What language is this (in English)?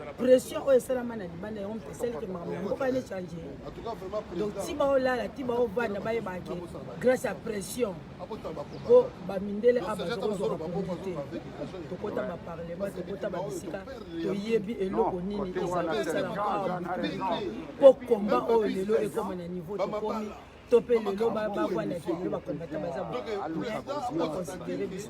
Lingala